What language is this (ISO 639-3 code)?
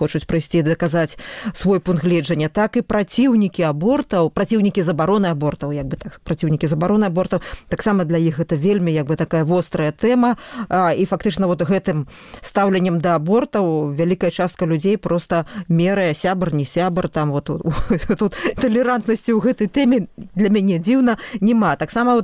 bel